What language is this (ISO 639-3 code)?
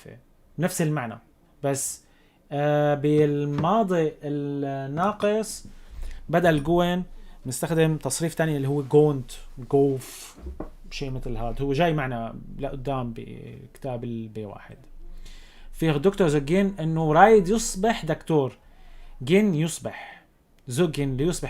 apc